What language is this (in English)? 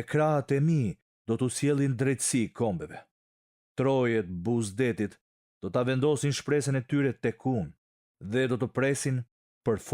Albanian